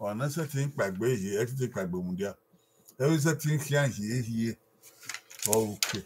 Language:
Bini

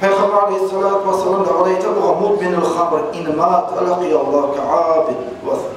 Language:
Kumyk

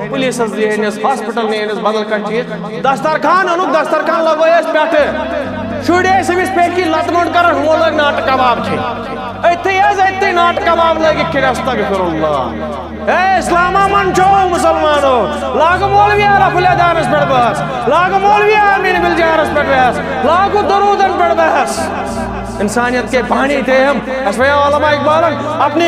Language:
Kashmiri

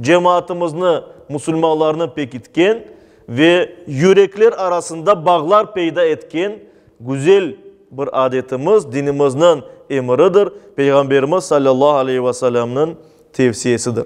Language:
Crimean Tatar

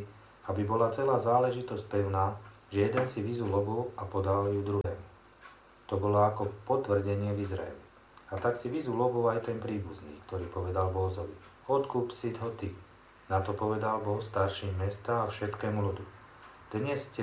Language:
Slovak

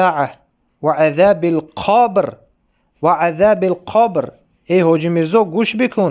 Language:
Tajik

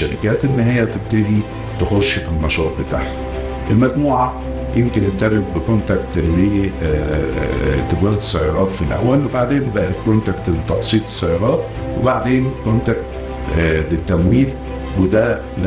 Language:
Egyptian Arabic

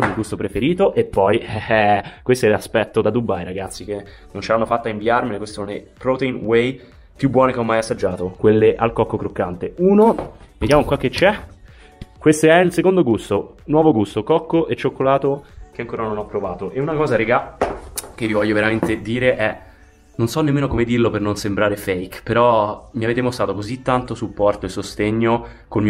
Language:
Italian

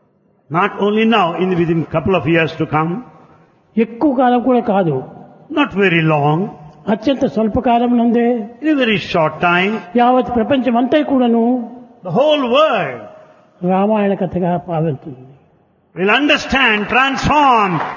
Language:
Telugu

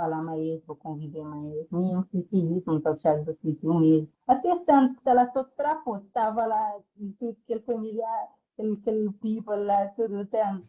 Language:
Kabuverdianu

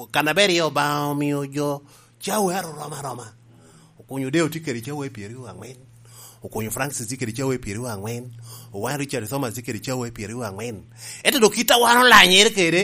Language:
Lango (Uganda)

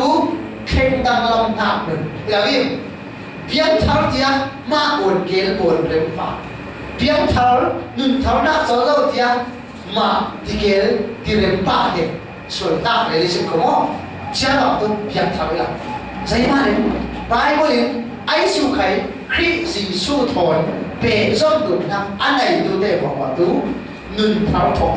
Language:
Falam Chin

